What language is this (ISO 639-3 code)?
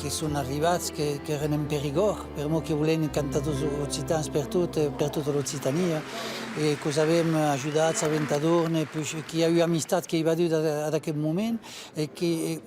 oci